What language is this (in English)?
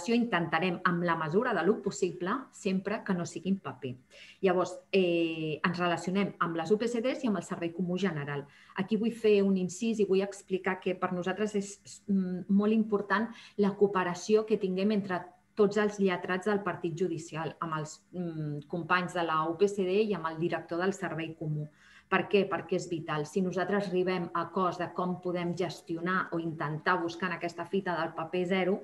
Catalan